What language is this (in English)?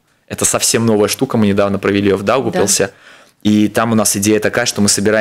Russian